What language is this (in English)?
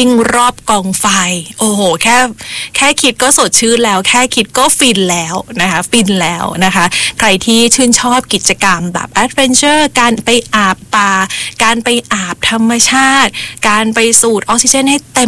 Thai